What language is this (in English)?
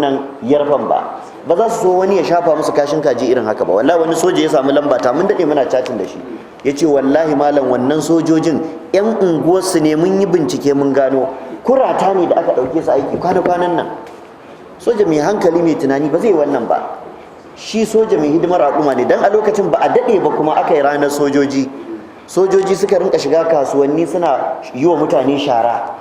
Hausa